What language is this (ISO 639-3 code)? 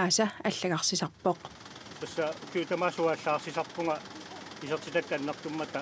kal